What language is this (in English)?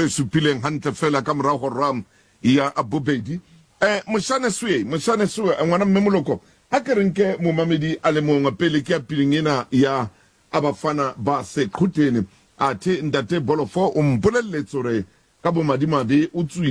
Southern Sotho